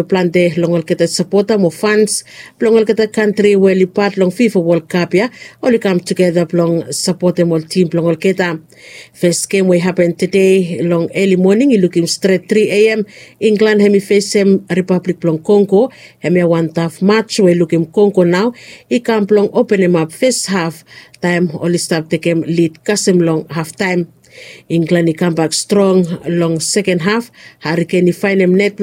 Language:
Bislama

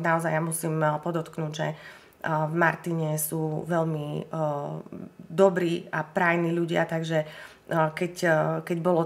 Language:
Slovak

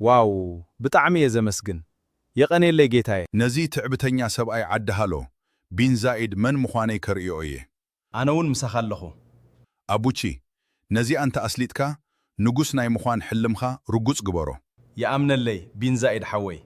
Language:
Tigrinya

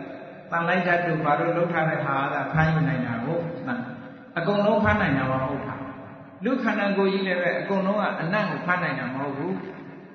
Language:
Burmese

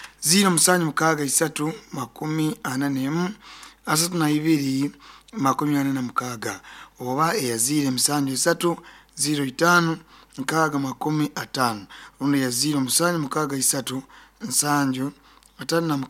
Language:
Nyoro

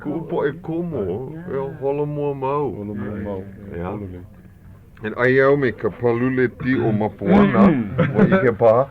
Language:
Hawaiian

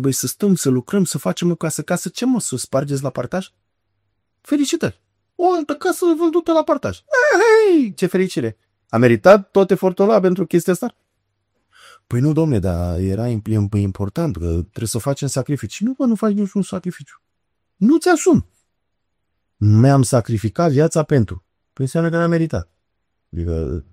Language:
Romanian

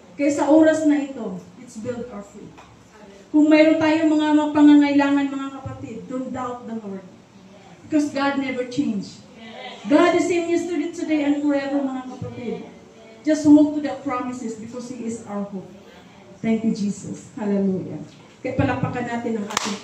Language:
Filipino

